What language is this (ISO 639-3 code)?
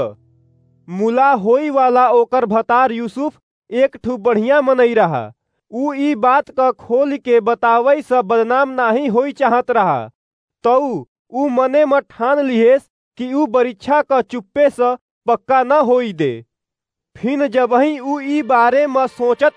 awa